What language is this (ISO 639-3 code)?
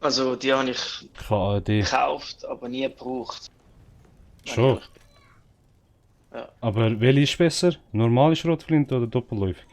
gsw